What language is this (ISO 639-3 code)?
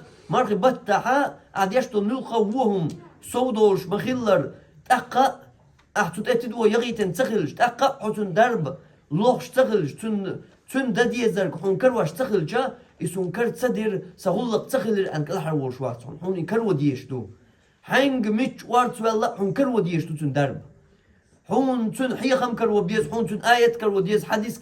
che